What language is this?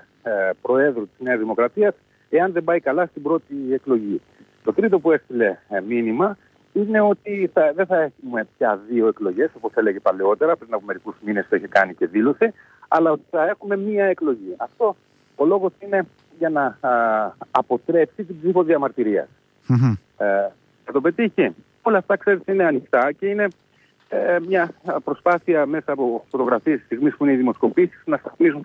Greek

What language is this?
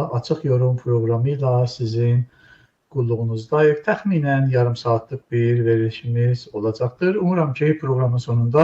Azerbaijani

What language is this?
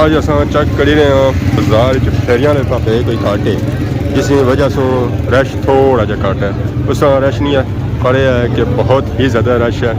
Pahari-Potwari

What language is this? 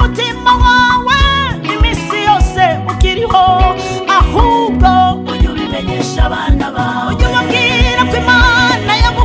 Kinyarwanda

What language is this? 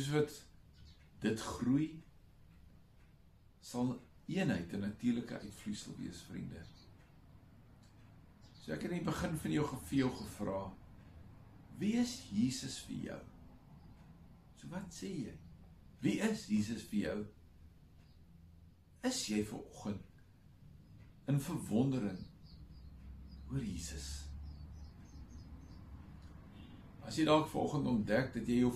Afrikaans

